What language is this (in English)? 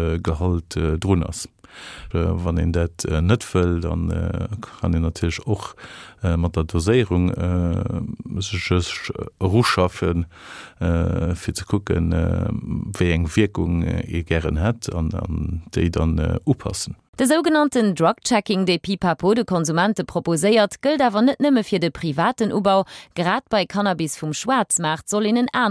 Luxembourgish